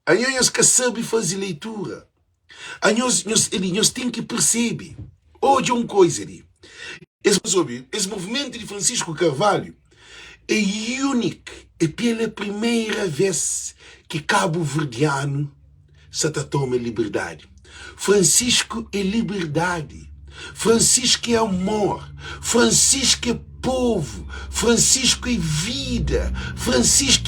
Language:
Kabuverdianu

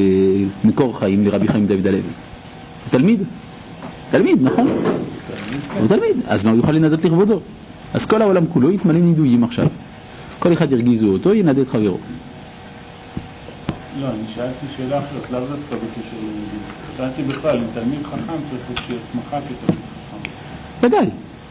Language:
Hebrew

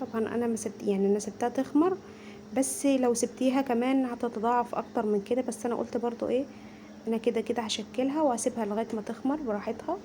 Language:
Egyptian Arabic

